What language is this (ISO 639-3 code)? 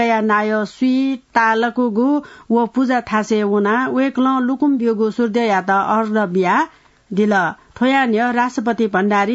new